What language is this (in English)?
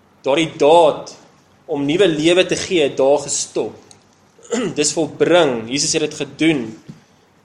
Afrikaans